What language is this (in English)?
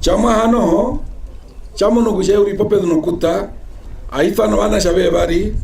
Herero